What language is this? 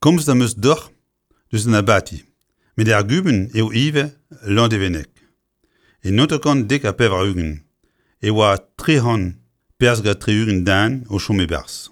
Breton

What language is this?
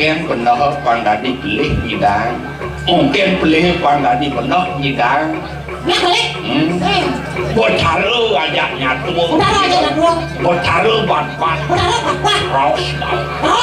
Balinese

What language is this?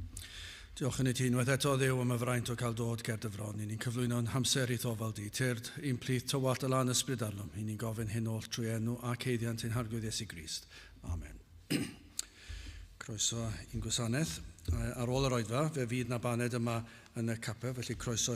Welsh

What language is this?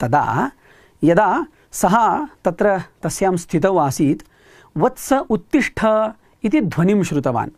Sanskrit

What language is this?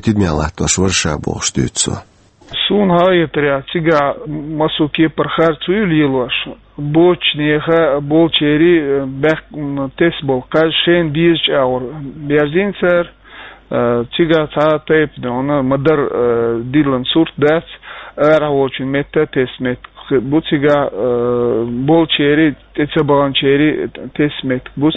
Chechen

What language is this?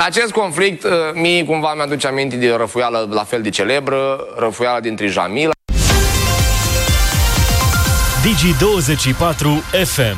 Romanian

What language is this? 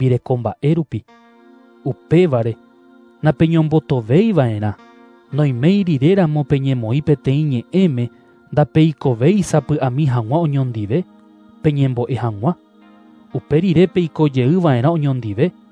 Guarani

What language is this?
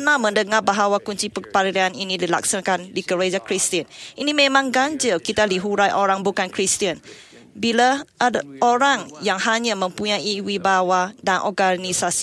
Malay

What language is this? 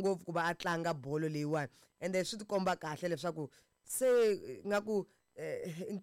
Tsonga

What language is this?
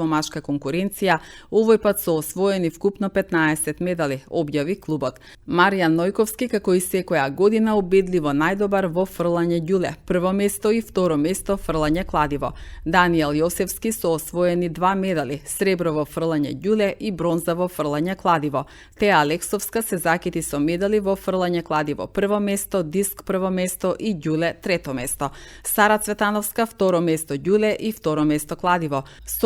Macedonian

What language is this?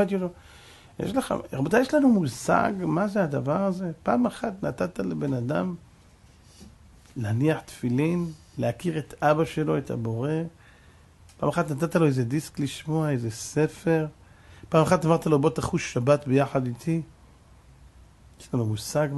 Hebrew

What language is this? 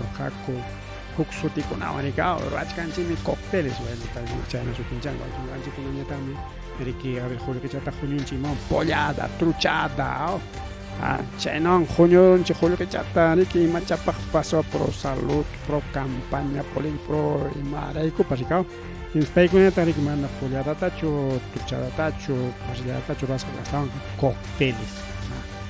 Ayacucho Quechua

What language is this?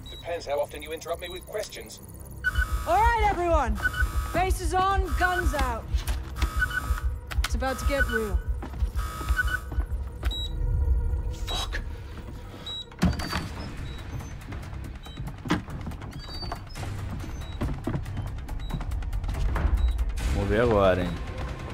Portuguese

